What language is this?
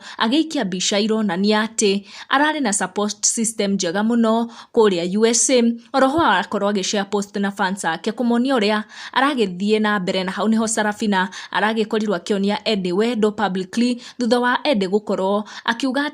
Kikuyu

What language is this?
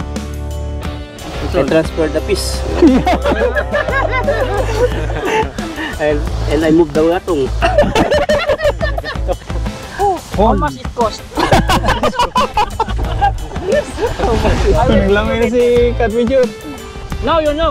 Filipino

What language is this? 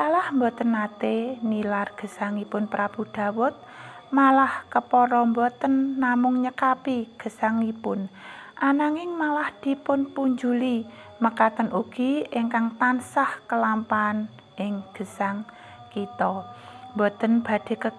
Javanese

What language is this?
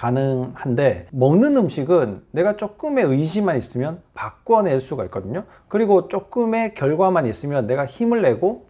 Korean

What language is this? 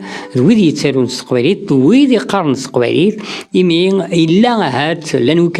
Kabyle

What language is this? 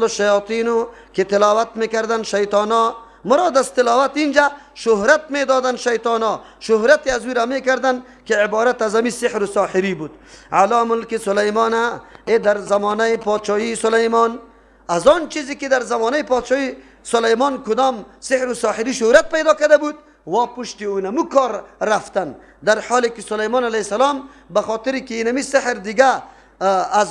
Persian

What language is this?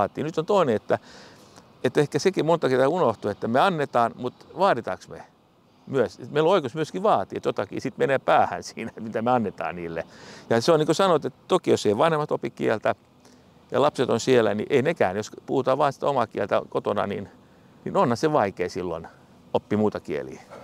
Finnish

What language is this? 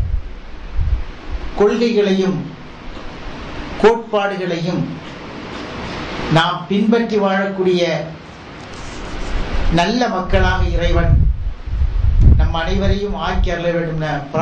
Tamil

